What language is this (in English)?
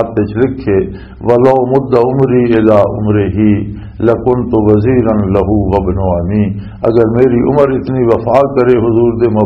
Western Panjabi